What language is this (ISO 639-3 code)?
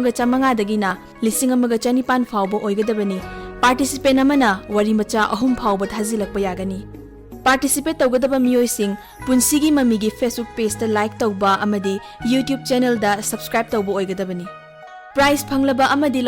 mni